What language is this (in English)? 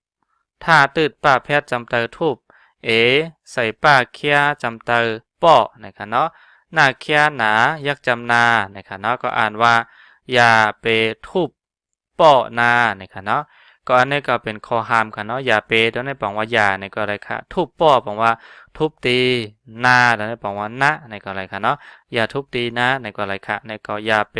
Shan